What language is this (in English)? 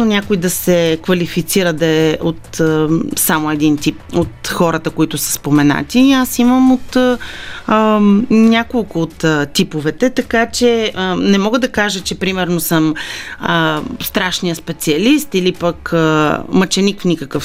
Bulgarian